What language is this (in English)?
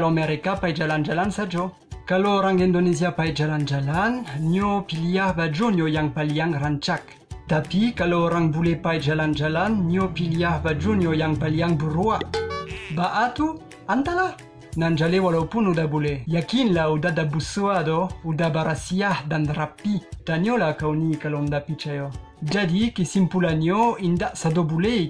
Minangkabau